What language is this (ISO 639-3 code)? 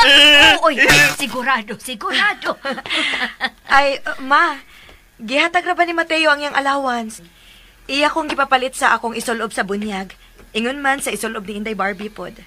ceb